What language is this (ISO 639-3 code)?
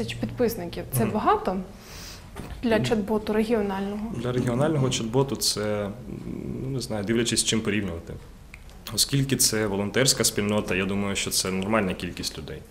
ukr